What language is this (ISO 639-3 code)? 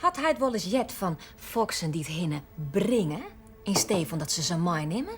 fry